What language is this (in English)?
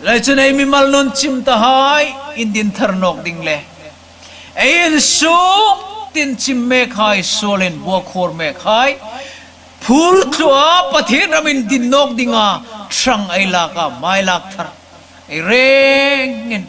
Hmar